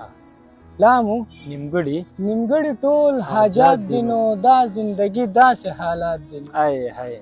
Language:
Pashto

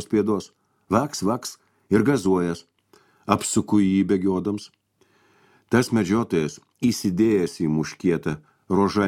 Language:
Lithuanian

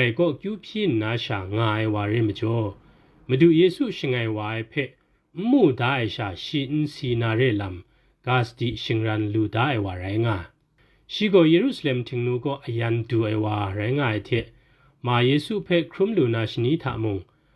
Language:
Kachin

